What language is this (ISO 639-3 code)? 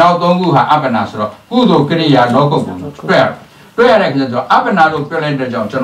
mya